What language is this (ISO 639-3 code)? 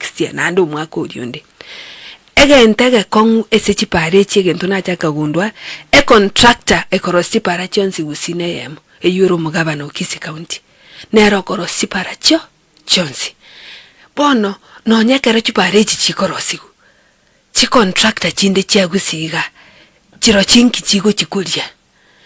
guz